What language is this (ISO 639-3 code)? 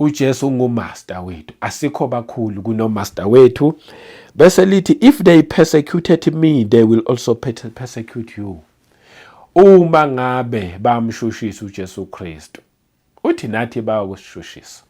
zul